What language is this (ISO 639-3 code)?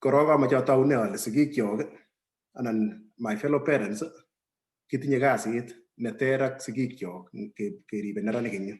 kln